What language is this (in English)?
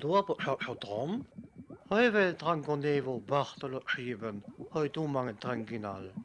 Sinte Romani